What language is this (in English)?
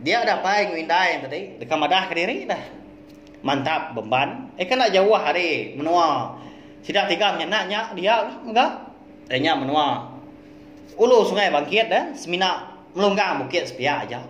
Iban